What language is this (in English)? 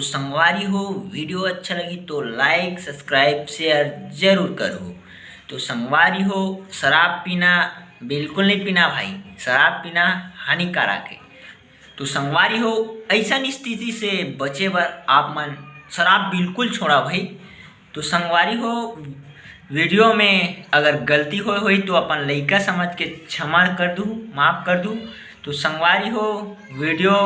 Chhattisgarhi